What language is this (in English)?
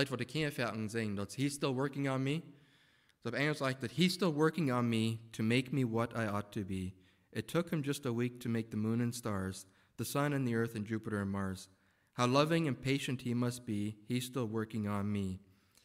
Plautdietsch